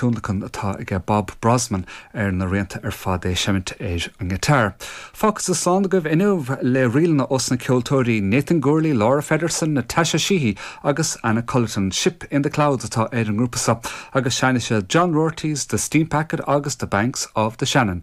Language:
Irish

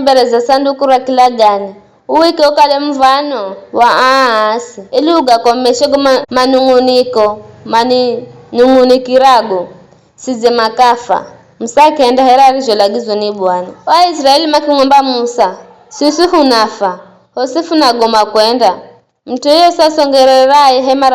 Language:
Giryama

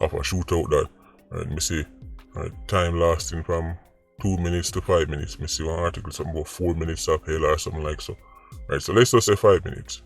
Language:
Jamaican Creole English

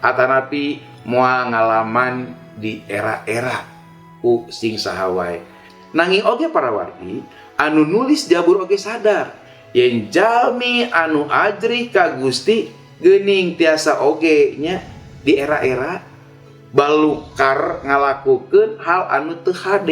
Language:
Sundanese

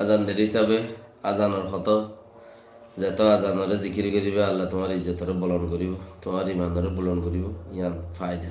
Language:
Rohingya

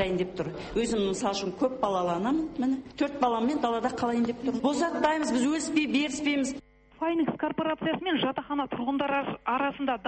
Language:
Kazakh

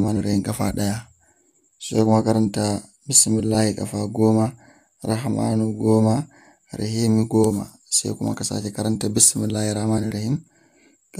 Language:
Hausa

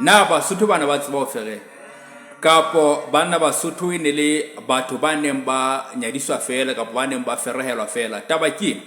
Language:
Southern Sotho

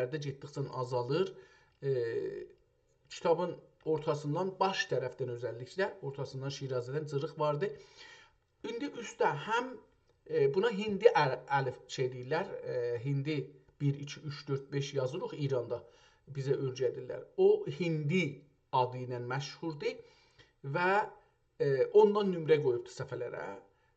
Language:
South Azerbaijani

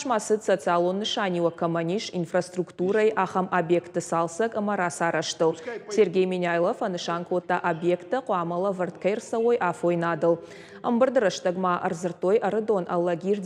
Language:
Ossetic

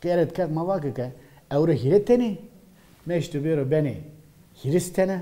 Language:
Zaza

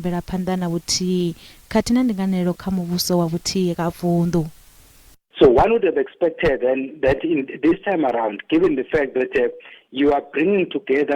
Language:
Venda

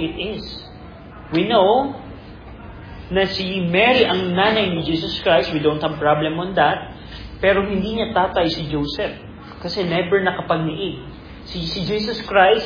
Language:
Filipino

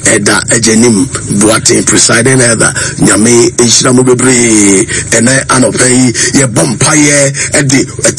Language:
Akan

